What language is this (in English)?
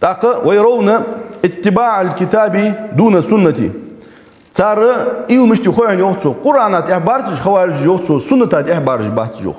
Ingush